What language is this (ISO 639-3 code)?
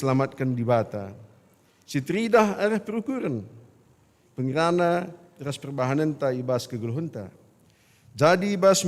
btx